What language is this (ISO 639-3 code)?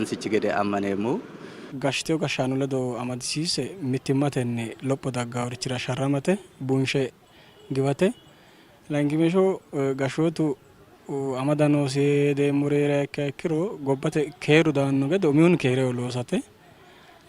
sid